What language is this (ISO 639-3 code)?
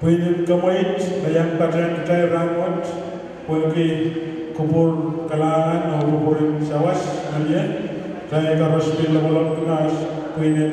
pon